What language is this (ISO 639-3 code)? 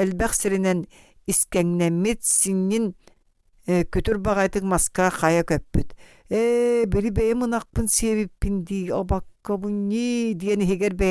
sah